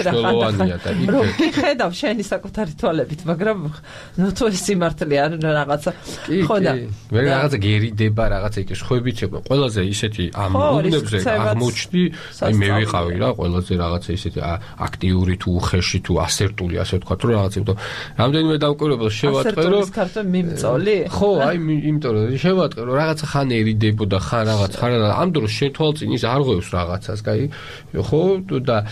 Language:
Georgian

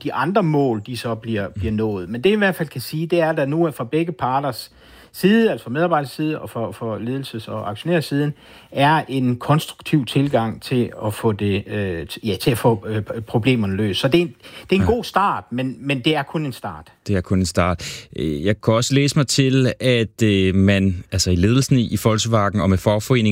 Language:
Danish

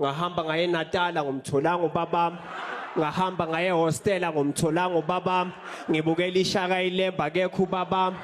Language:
Zulu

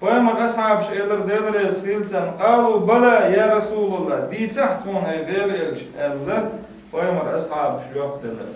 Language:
Chechen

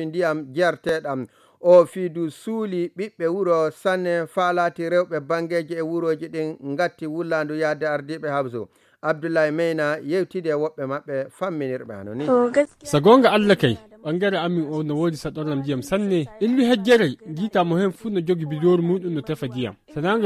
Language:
Nigerian Fulfulde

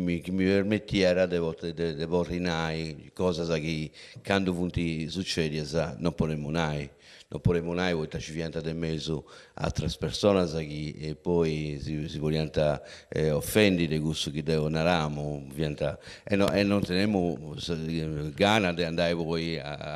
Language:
Sardinian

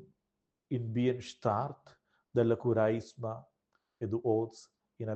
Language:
Romansh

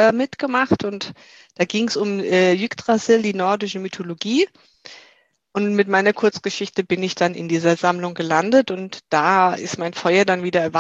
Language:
German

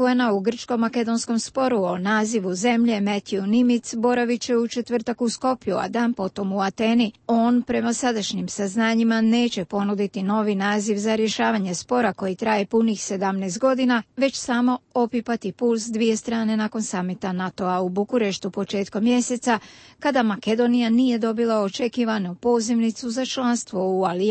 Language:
Croatian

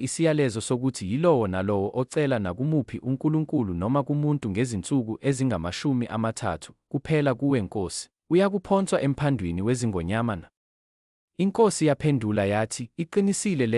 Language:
Zulu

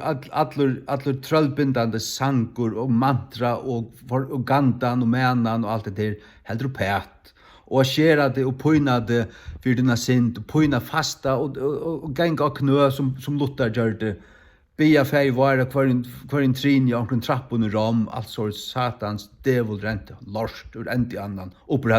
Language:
Faroese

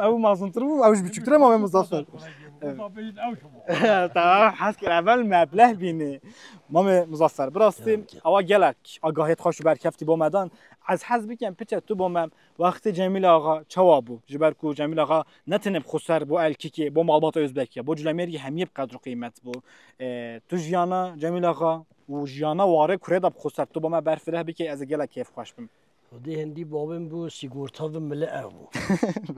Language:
Kurdish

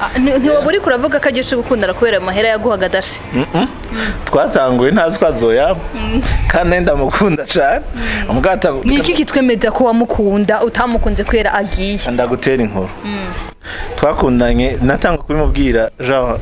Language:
Rundi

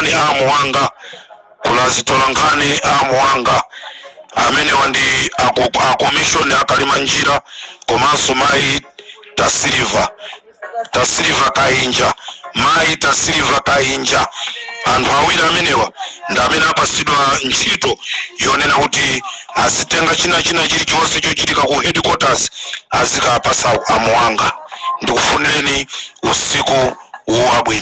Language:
Nyanja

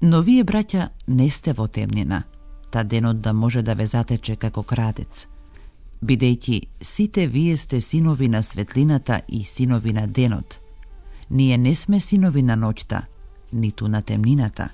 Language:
Macedonian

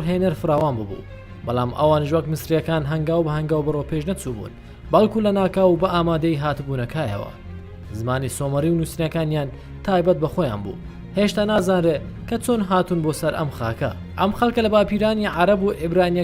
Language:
Central Kurdish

